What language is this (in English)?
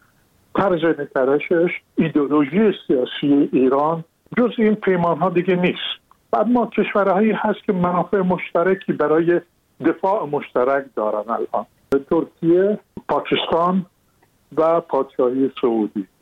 Persian